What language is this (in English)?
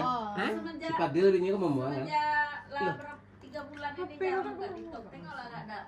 Minangkabau